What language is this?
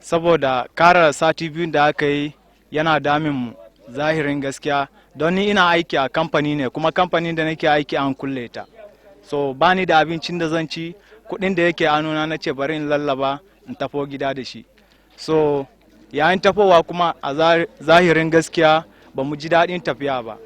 Hausa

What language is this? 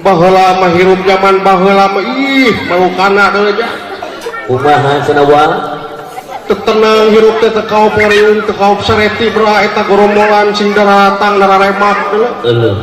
Sundanese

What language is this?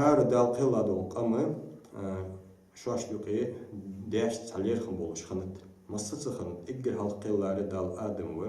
Ingush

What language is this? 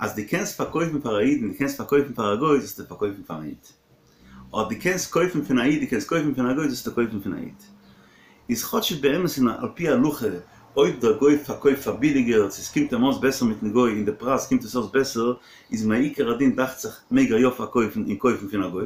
Yiddish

